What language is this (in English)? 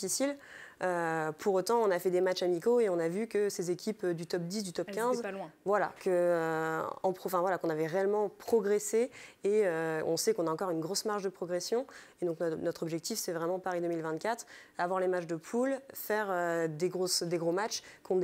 French